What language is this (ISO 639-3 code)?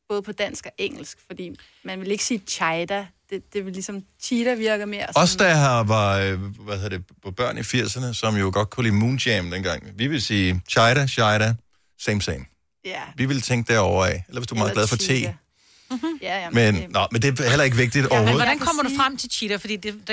dan